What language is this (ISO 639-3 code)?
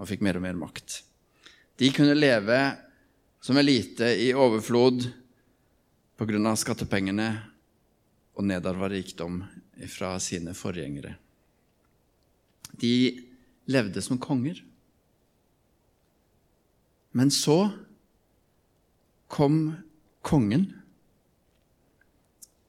nor